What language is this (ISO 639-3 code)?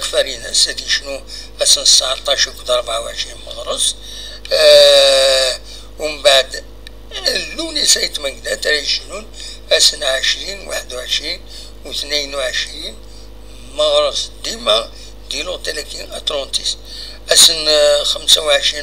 kab